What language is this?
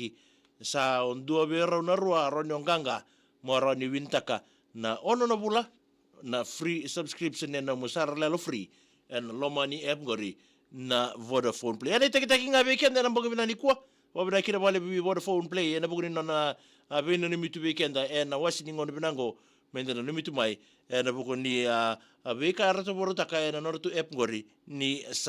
Fijian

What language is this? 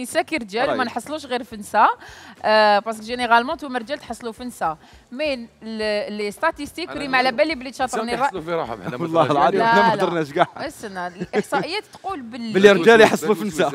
Algerian Arabic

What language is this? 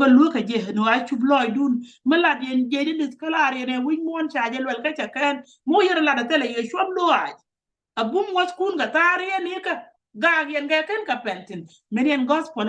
Nuer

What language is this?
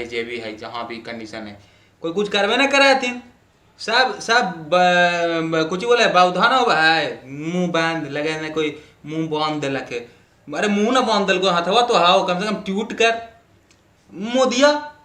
Magahi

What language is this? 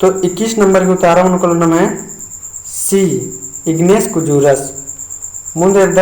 Kurukh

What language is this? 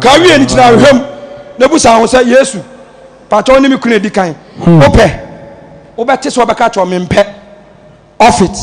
Akan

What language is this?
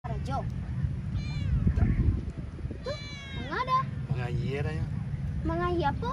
Minangkabau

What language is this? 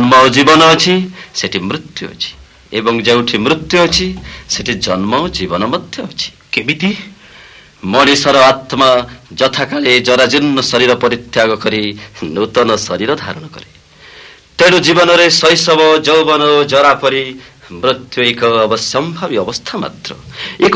Odia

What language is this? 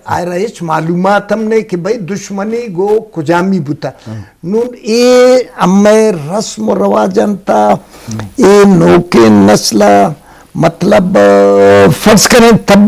Eastern Balochi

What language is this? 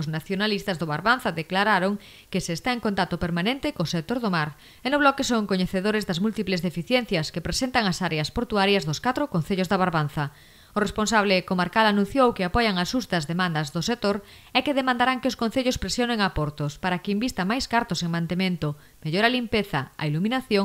Galician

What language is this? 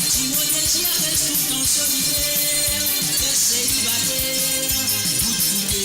Morisyen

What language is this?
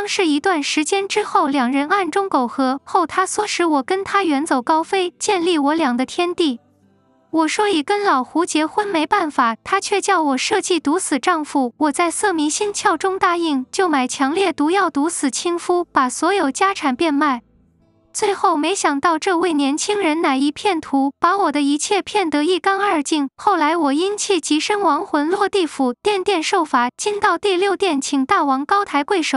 Chinese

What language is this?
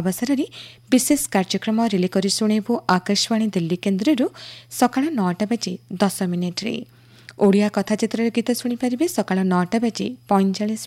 Odia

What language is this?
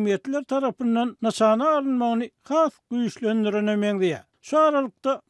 Turkmen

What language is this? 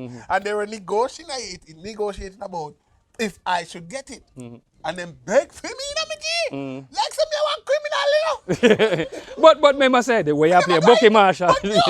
Jamaican Creole English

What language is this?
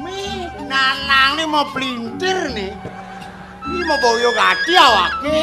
Balinese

